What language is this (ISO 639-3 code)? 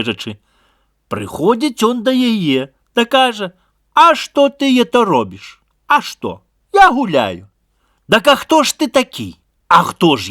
bel